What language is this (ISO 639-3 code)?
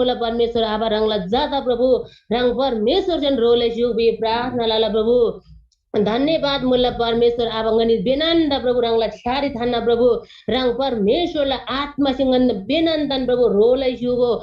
taj